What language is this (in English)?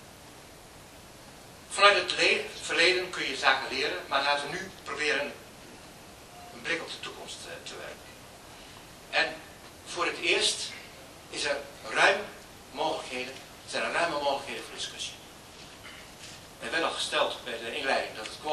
Dutch